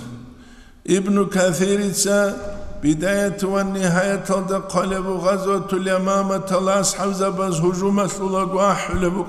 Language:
Avaric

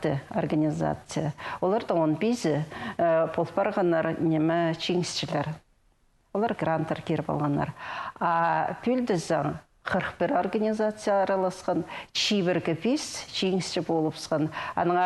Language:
Khakas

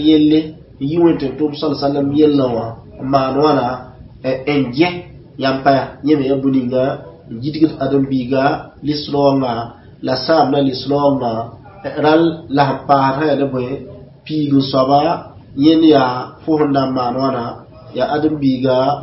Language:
Mossi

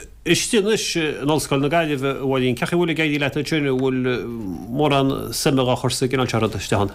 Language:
Irish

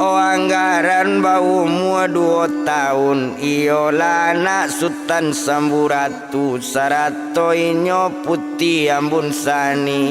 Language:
Minangkabau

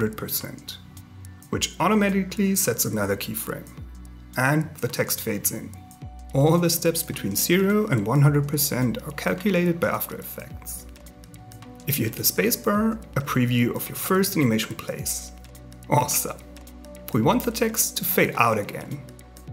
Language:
English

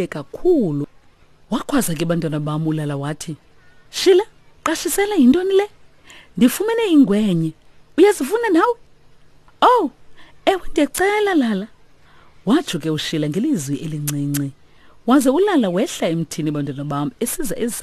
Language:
Xhosa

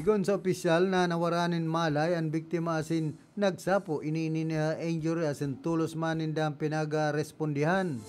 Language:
Bikol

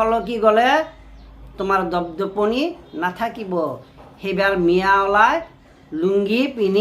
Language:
Assamese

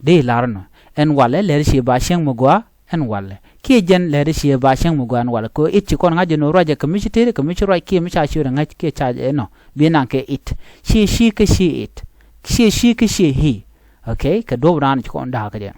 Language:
Nuer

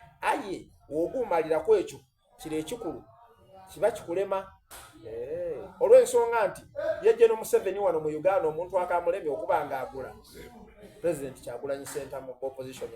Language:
Soga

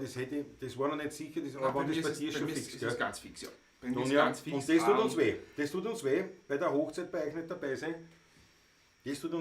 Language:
Bavarian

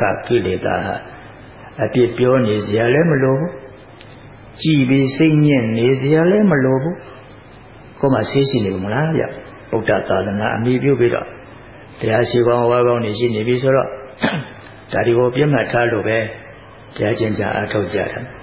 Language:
Burmese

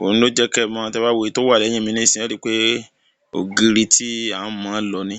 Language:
Yoruba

